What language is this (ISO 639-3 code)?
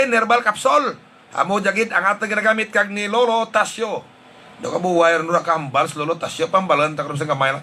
hil